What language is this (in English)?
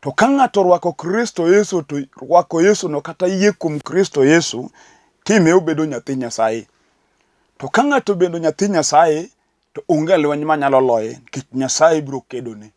Luo (Kenya and Tanzania)